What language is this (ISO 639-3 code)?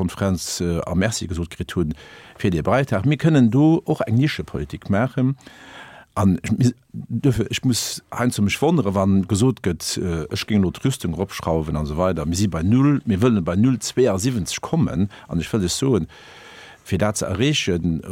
ltz